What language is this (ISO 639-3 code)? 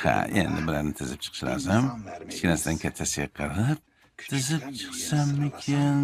uzb